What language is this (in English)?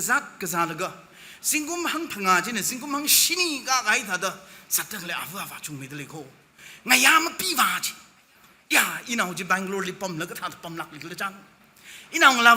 Tangkhul Naga (India)